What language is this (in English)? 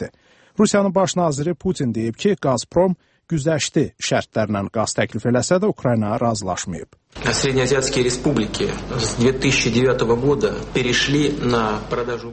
Azerbaijani